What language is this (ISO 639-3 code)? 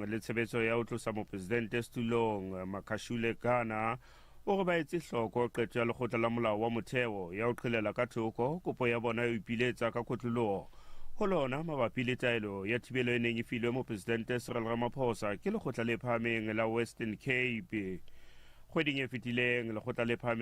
sot